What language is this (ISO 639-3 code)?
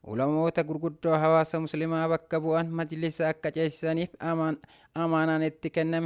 orm